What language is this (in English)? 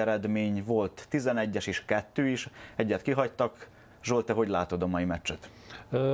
Hungarian